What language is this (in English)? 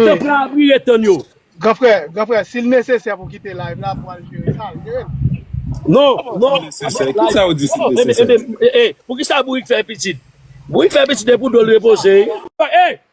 Haitian Creole